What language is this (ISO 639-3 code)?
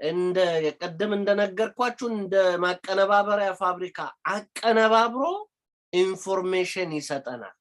amh